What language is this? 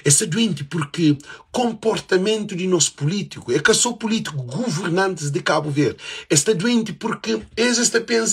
Kabuverdianu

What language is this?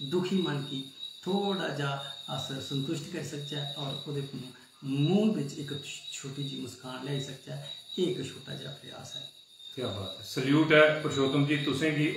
Dogri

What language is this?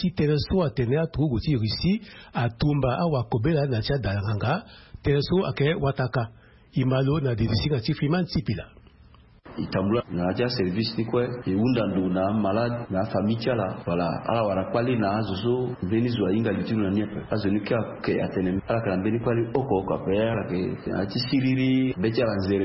Sango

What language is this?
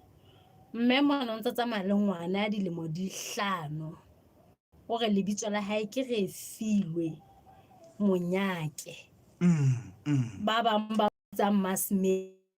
Southern Sotho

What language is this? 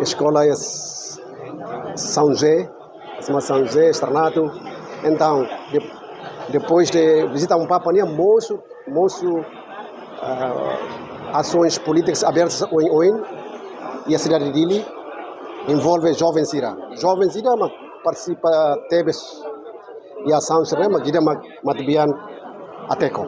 Tetum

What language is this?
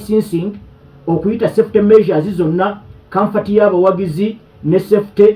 Ganda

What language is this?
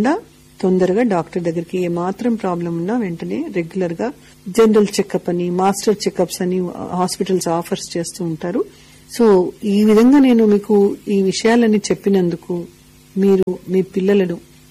Telugu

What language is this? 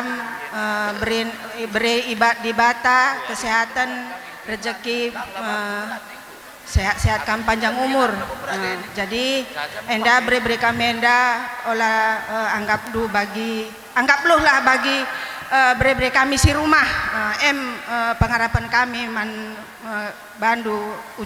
Batak Karo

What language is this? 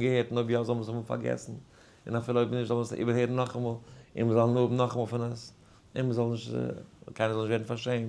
Yiddish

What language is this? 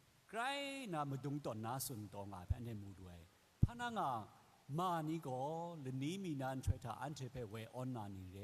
Kachin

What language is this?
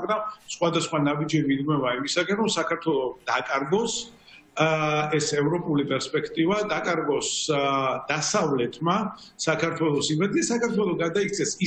Georgian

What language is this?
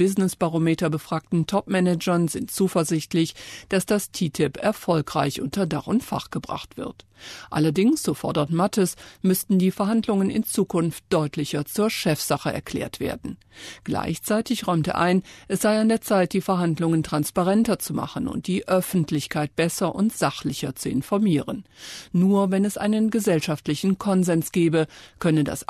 German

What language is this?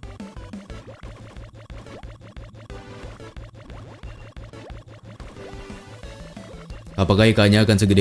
Indonesian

